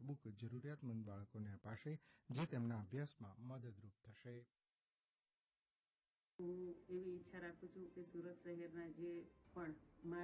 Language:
Gujarati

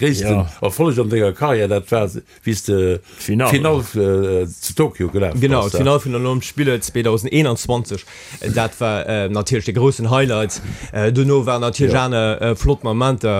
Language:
Luxembourgish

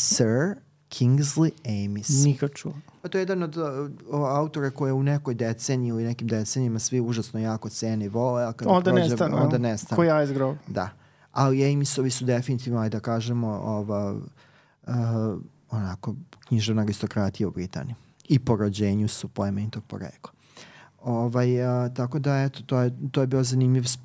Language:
Serbian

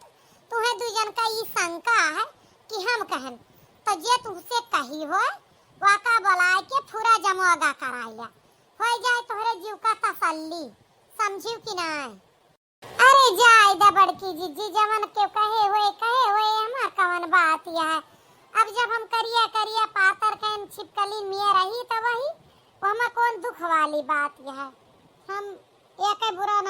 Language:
Awadhi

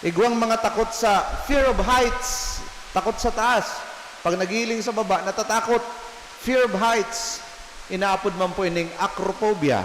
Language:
Bikol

